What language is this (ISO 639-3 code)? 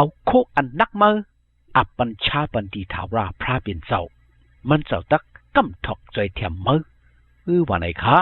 shn